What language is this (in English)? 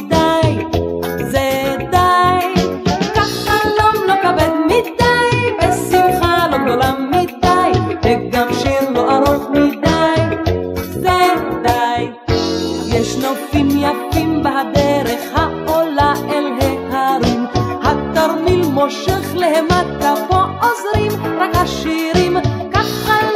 Hebrew